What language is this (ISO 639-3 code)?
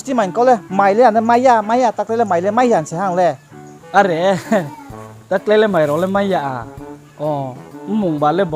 ria